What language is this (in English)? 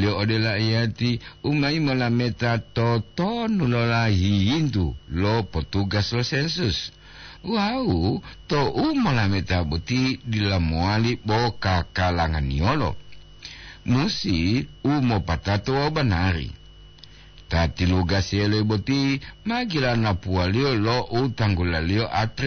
Gorontalo